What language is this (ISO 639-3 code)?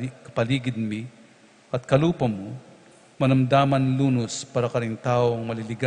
pam